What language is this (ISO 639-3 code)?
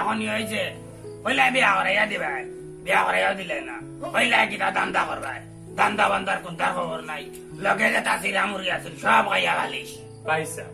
syl